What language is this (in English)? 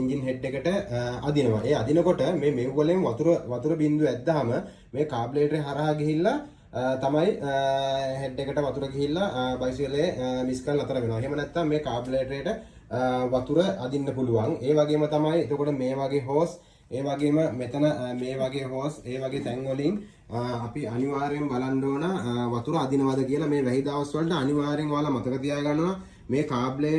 Sinhala